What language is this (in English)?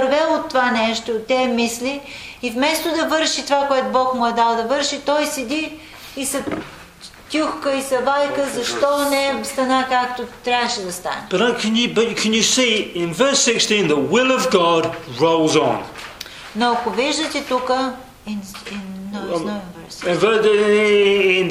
Bulgarian